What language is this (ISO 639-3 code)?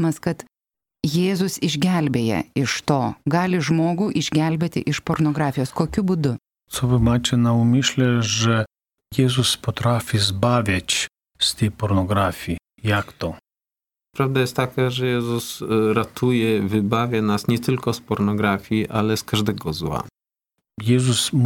lit